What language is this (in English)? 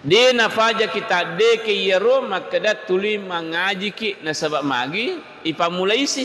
Buginese